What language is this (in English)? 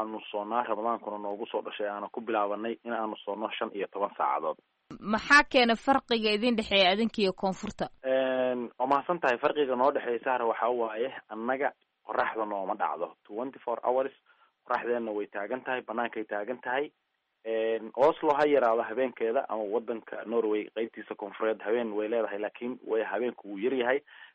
Somali